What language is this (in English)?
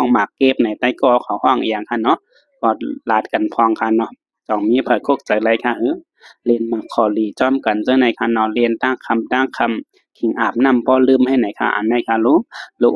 Shan